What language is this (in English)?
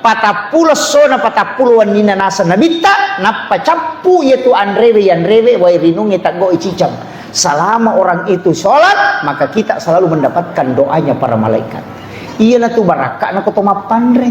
Buginese